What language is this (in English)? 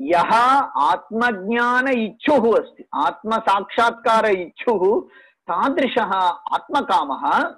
Sanskrit